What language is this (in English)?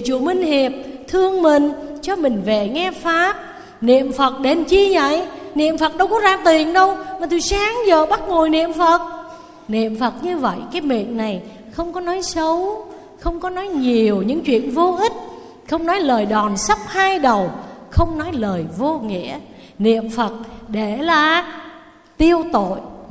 Vietnamese